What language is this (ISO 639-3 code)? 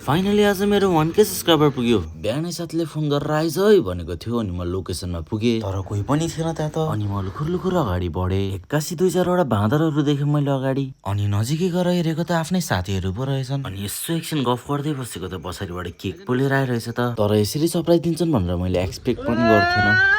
nep